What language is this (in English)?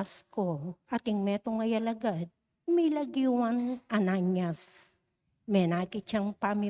Pampanga